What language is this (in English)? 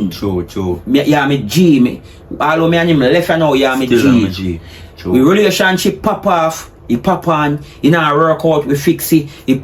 Jamaican Creole English